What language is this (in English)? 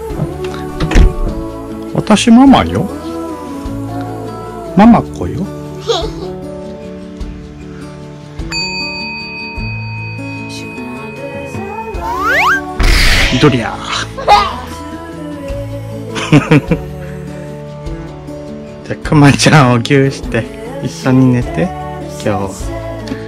Japanese